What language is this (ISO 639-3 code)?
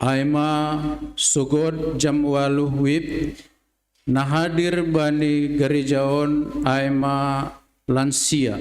bts